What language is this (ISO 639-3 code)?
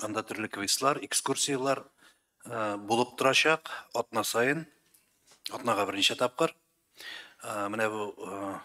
tat